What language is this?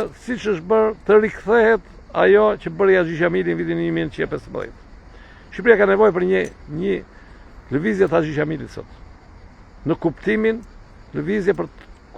Albanian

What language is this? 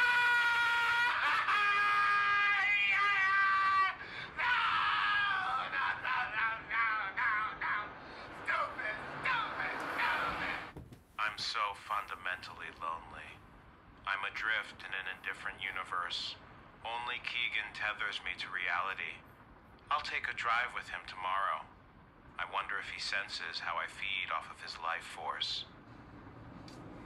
English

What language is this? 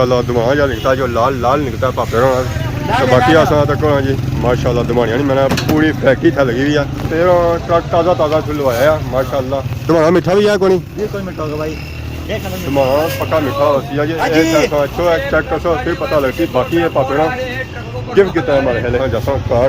Pahari-Potwari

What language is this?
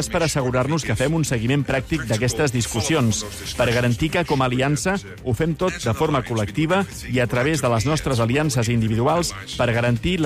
Catalan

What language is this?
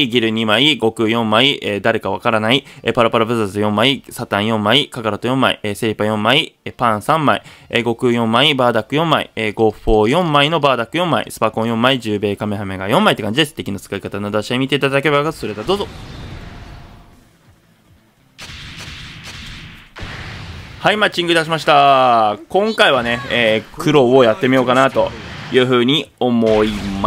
Japanese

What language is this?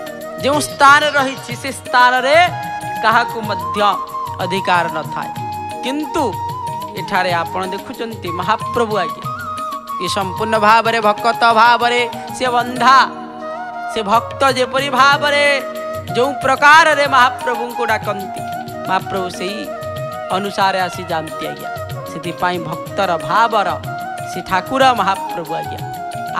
Odia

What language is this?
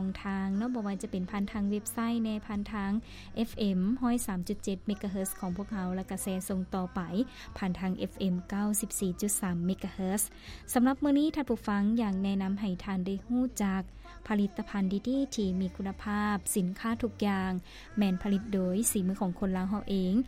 Lao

